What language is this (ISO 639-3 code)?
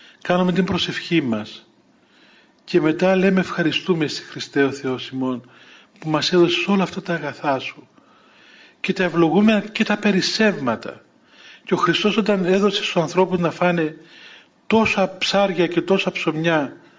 ell